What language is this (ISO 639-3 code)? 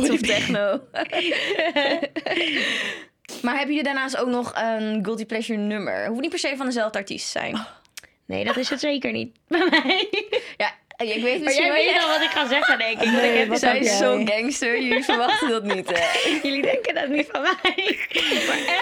nld